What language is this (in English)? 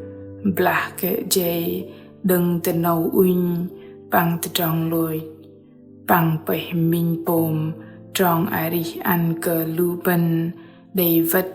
Bahnar